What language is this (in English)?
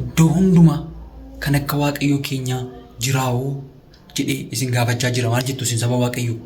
Oromo